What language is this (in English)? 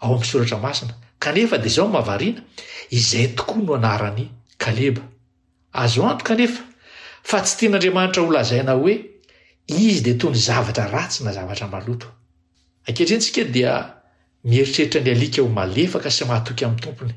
Malagasy